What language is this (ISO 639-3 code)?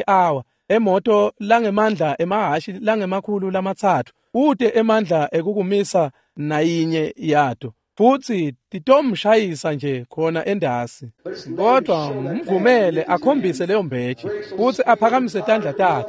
ssw